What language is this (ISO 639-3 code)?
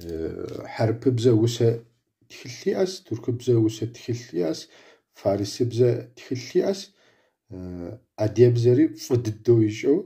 kbd